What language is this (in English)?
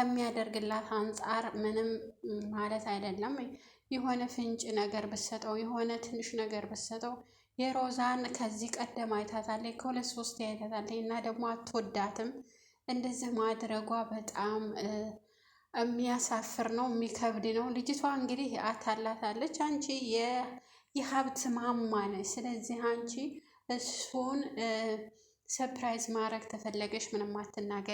Amharic